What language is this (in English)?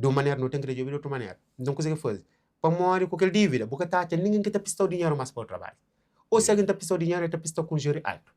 Kabuverdianu